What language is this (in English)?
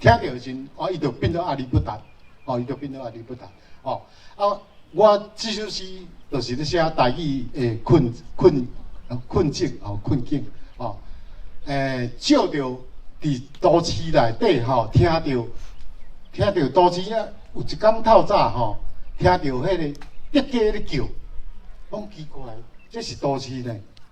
Min Nan Chinese